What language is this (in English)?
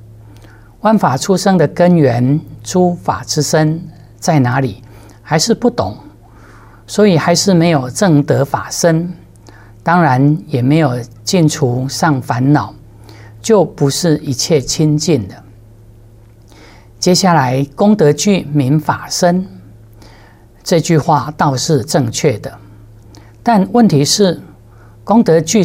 Chinese